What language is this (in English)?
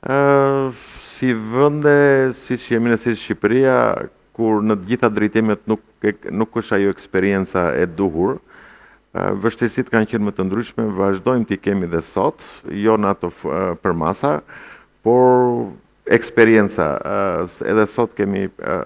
Albanian